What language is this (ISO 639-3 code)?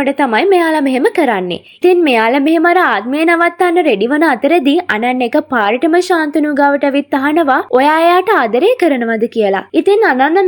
sin